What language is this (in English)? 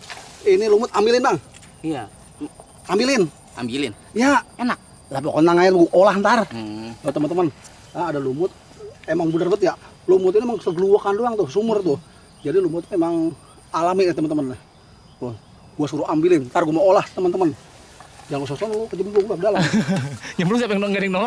Betawi